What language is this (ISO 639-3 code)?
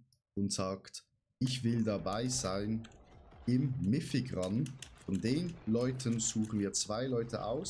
gsw